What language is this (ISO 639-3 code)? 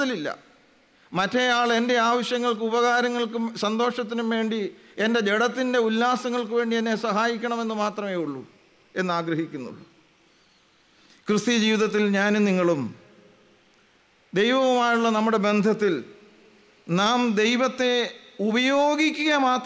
mal